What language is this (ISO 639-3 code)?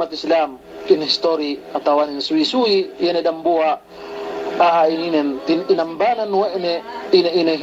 yka